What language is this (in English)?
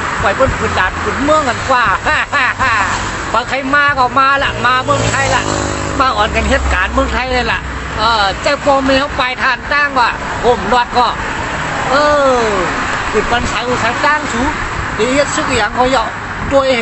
Shan